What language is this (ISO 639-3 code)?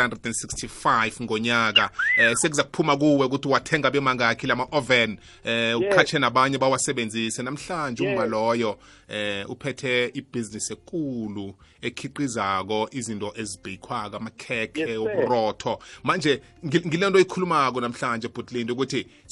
nbl